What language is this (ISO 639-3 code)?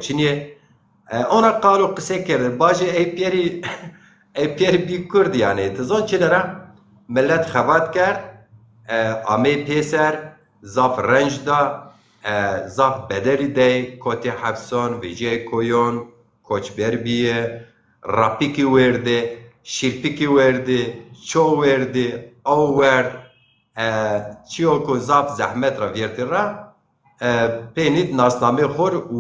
zza